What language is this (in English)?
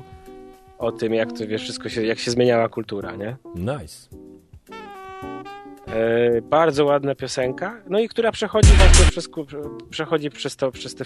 Polish